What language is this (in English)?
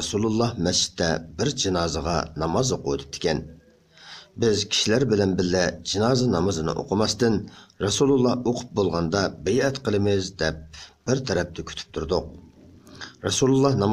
Uyghur